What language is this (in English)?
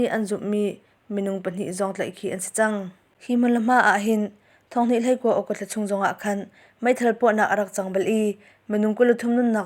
Hakha Chin